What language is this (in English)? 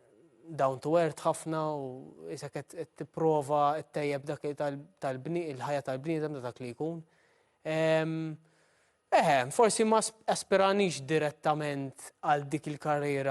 Maltese